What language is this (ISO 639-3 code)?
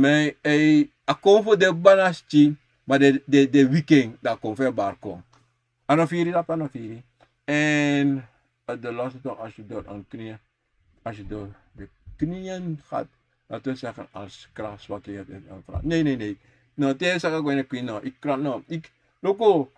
srn